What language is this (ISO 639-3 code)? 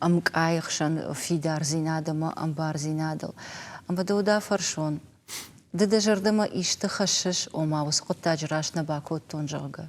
oss